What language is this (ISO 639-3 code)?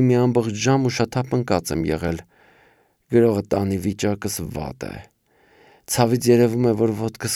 hye